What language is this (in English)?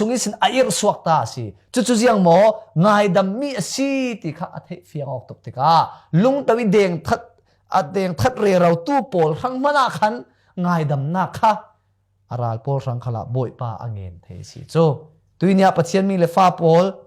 Falam Chin